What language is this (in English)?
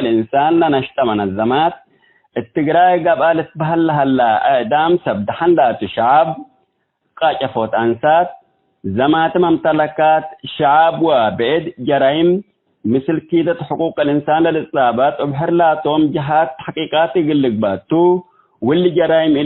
Tigre